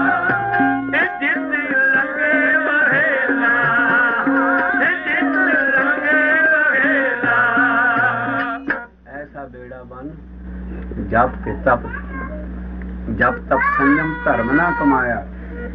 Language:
Punjabi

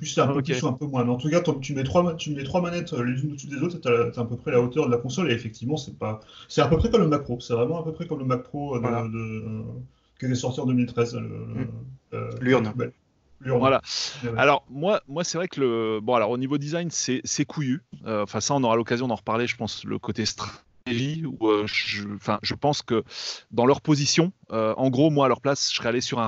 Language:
French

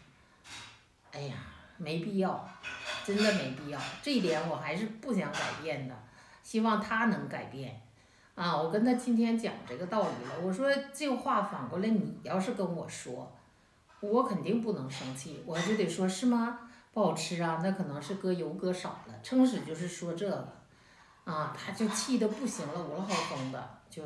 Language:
Chinese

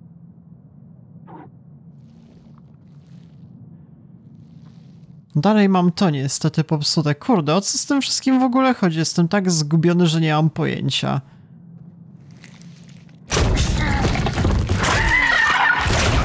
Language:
Polish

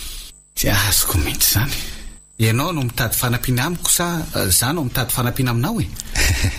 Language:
Malagasy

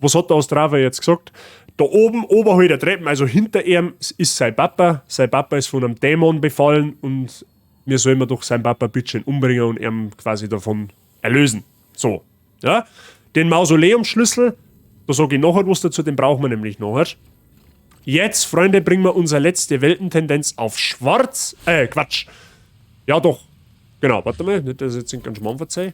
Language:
Bavarian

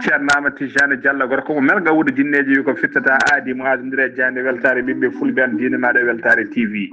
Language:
Fula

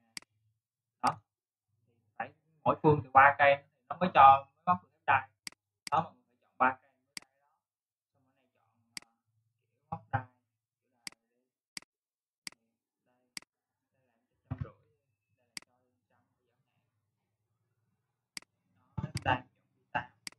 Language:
Vietnamese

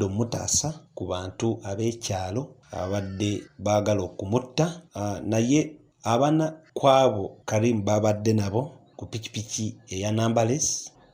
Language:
Ganda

